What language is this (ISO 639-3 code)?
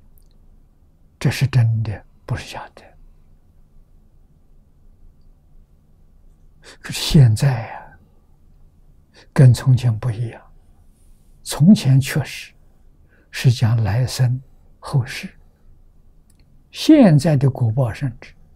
zho